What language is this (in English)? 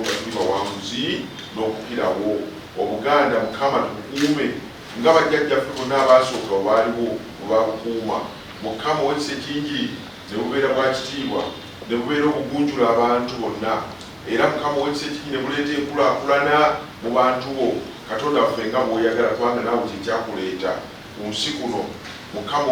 Ganda